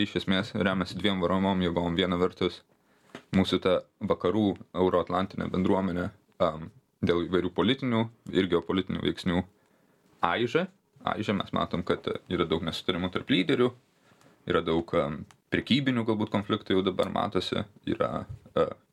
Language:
Lithuanian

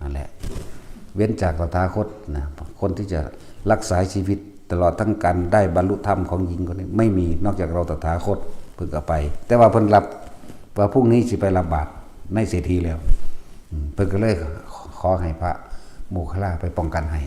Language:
Northeastern Thai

